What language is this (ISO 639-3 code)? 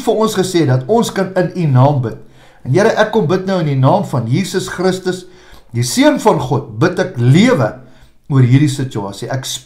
afr